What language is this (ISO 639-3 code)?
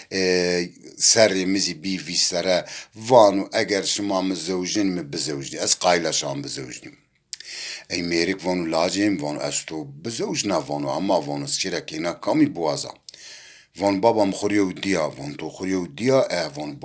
zza